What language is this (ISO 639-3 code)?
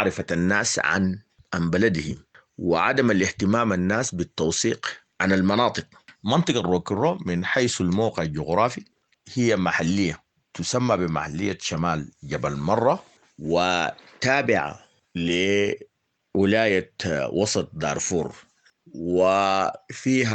apd